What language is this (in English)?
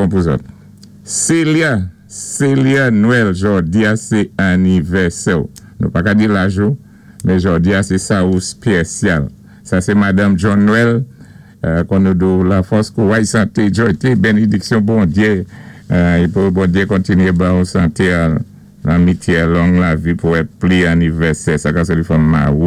Saint Lucian Creole French